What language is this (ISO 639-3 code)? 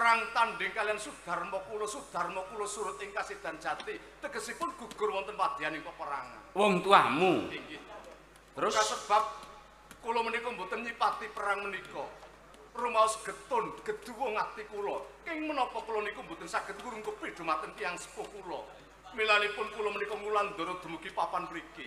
jav